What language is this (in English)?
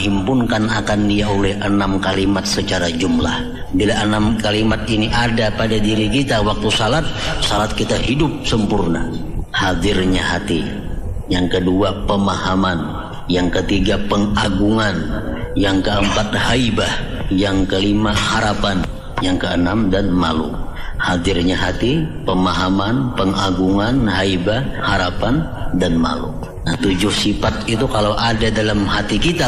Banjar